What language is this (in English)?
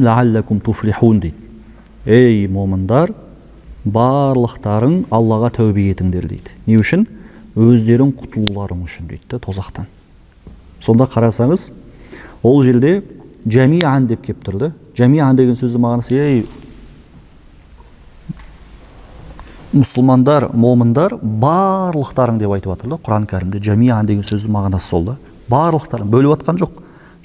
Kazakh